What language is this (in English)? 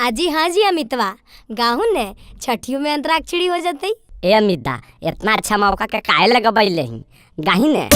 Magahi